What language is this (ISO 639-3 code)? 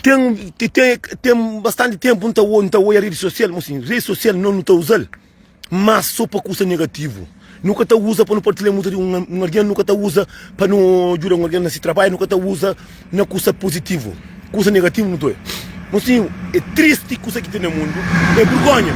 kea